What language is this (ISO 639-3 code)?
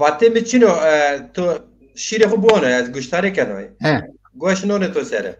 zza